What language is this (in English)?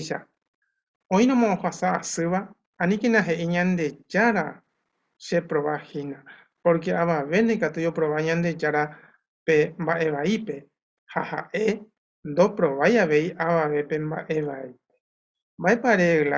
Guarani